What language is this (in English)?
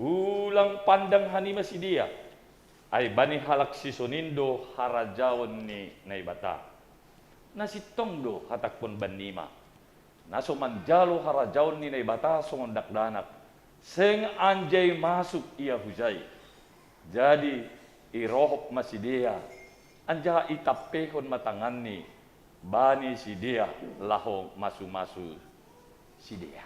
Batak Simalungun